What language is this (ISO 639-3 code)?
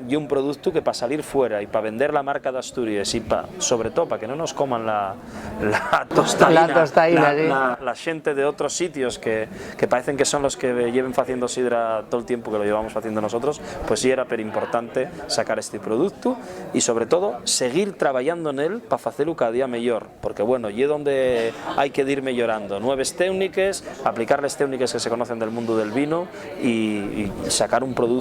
ast